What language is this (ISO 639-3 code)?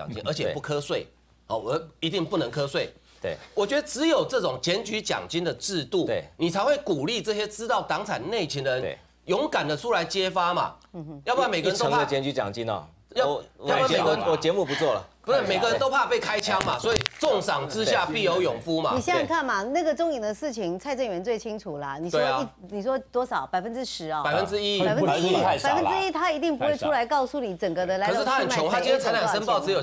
zho